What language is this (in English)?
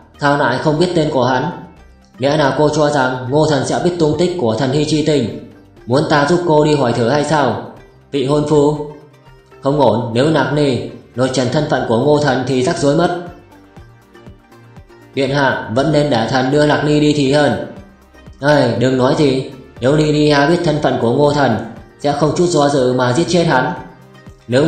Vietnamese